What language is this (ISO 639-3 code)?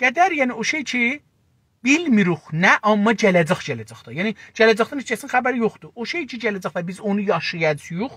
azb